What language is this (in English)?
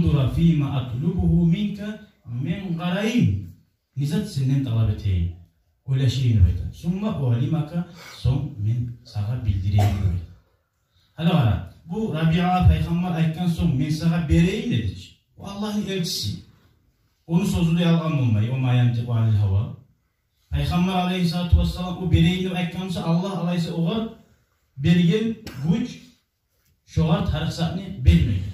Kumyk